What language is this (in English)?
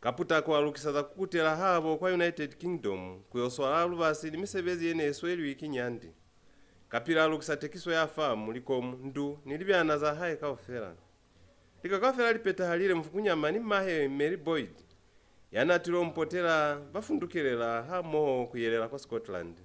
Lozi